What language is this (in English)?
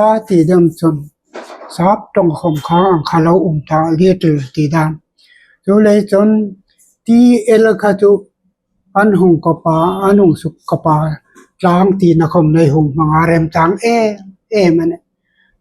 Hmar